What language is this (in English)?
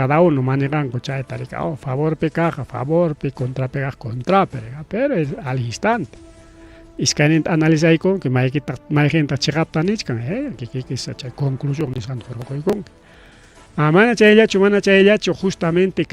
Ayacucho Quechua